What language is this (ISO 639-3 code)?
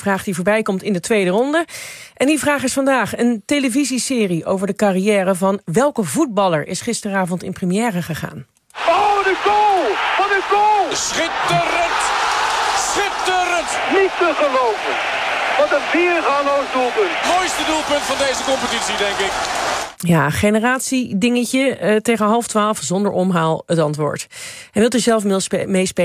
nld